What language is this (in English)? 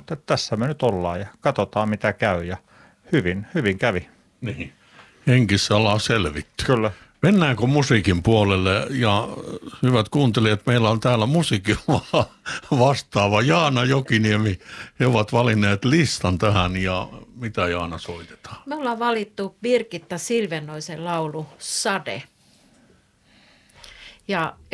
Finnish